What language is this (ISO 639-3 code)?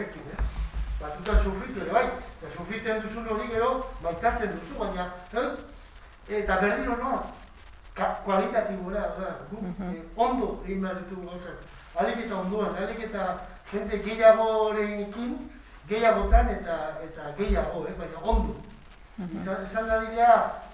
eus